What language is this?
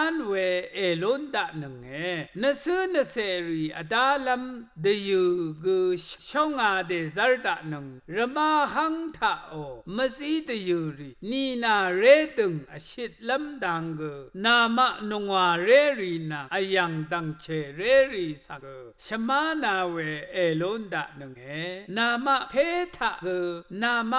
Rawang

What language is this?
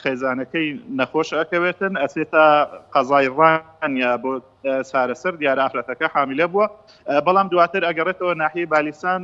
Central Kurdish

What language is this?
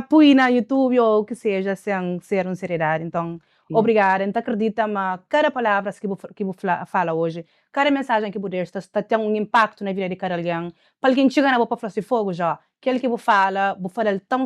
Kabuverdianu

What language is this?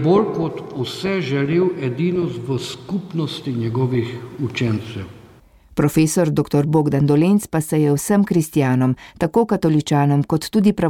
Slovenian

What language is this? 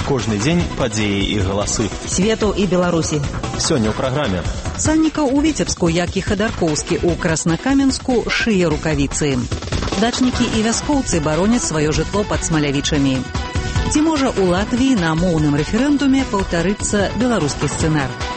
Belarusian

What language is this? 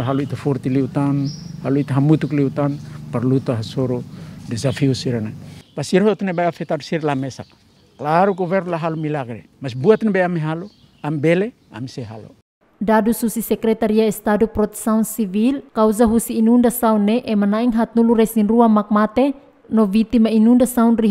Tetum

